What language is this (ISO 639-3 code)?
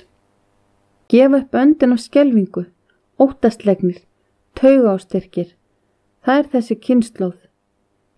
isl